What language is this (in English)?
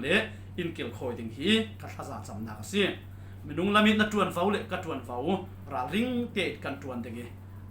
Falam Chin